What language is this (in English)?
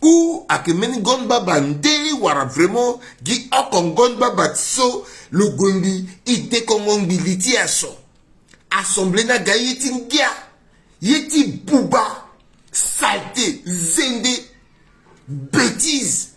Sango